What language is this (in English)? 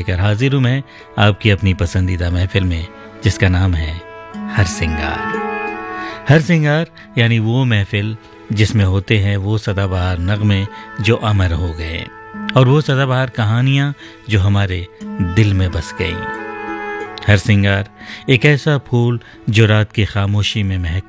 Hindi